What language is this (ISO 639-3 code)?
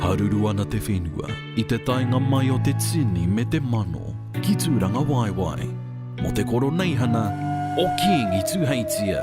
mri